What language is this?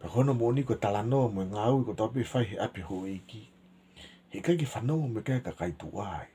Tongan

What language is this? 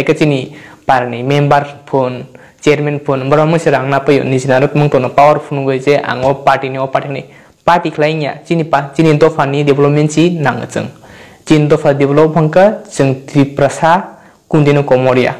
Kok Borok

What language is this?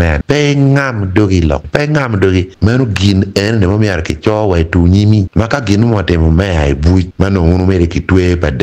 Acoli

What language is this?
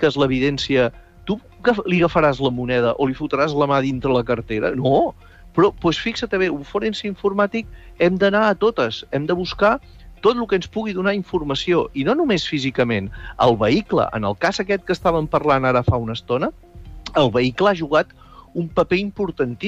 Catalan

